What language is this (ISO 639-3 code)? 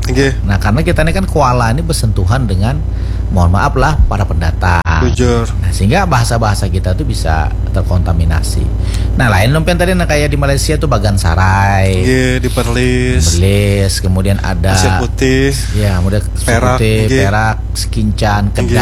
bjn